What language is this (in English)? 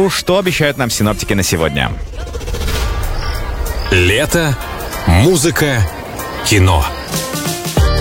Russian